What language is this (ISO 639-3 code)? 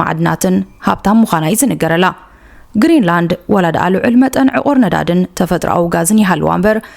tir